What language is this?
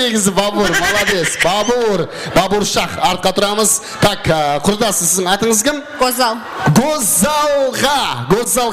Kara-Kalpak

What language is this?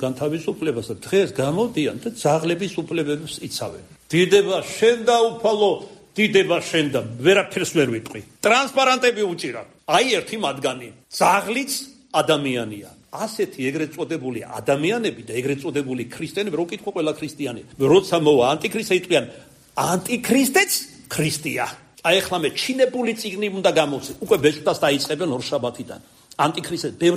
Georgian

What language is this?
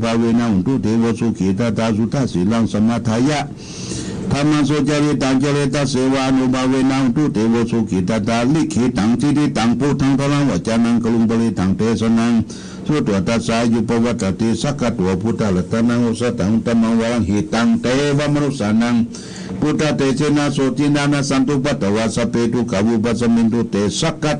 Pali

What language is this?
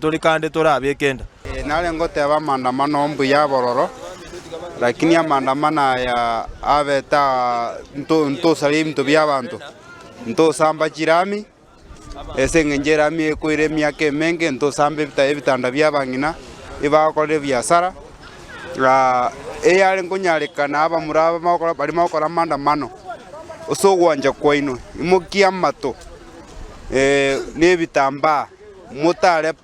Gusii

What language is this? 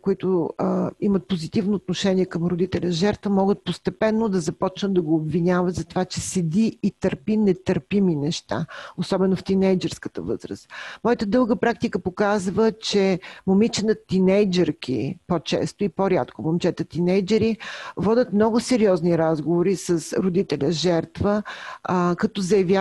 Bulgarian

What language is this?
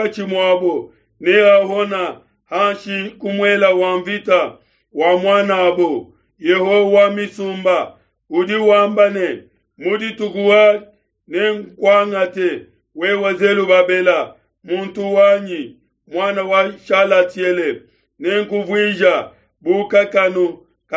Luba-Lulua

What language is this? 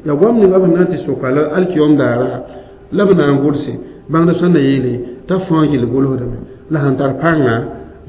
Mossi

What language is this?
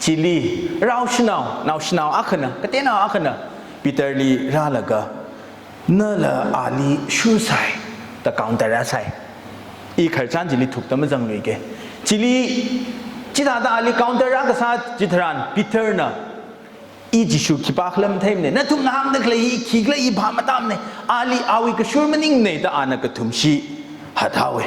Tangkhul Naga (India)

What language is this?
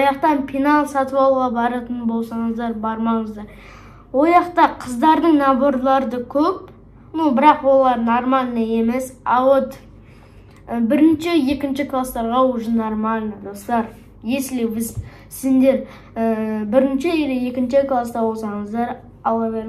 Kazakh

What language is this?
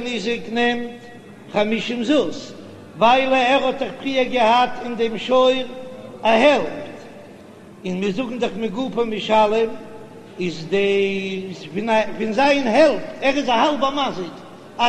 Yiddish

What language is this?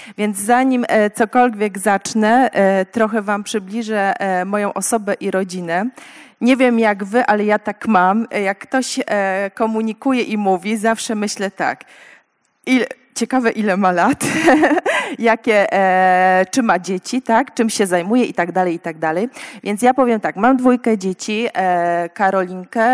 Polish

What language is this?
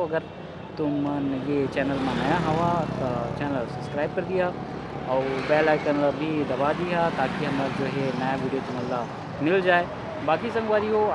Chhattisgarhi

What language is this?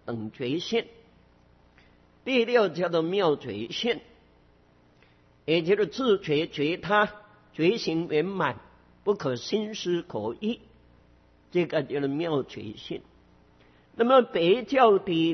Chinese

